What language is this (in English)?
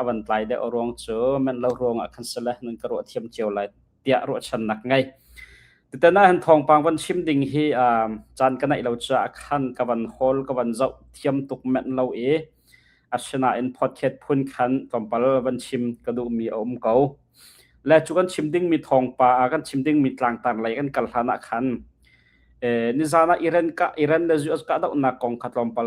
Hakha Chin